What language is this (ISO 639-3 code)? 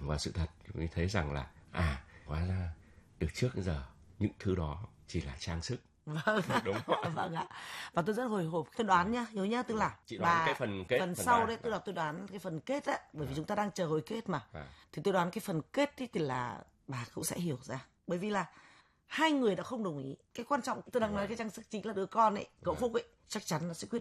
vie